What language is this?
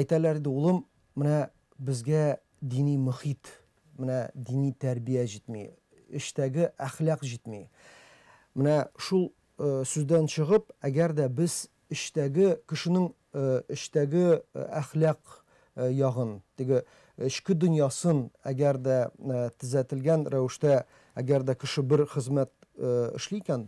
Tatar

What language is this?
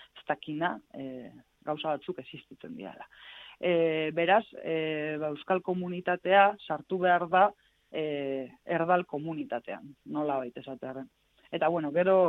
Basque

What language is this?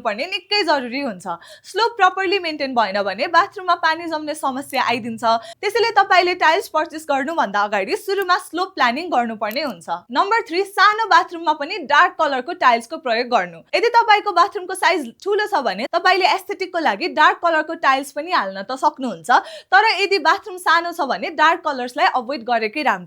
Nepali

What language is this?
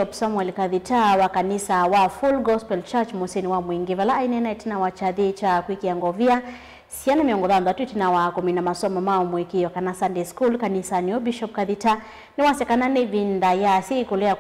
Kamba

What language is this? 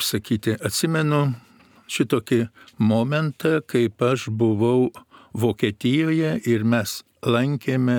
Lithuanian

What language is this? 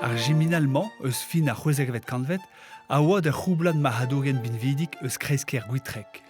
Breton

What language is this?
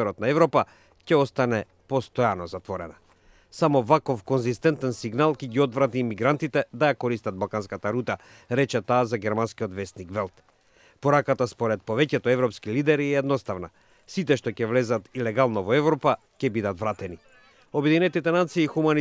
Macedonian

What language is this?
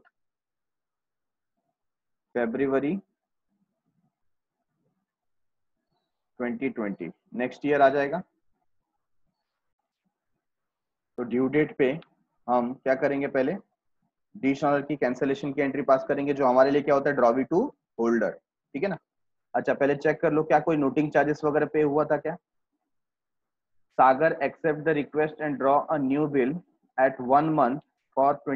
Hindi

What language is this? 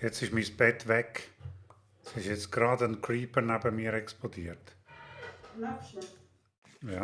Swiss German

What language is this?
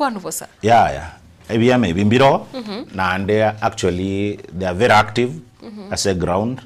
Gusii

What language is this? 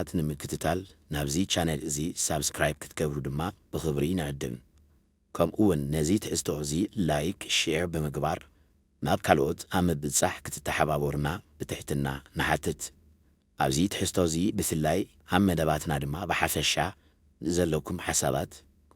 Tigrinya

